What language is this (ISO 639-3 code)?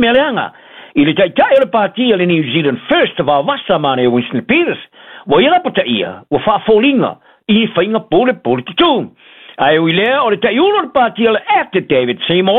smo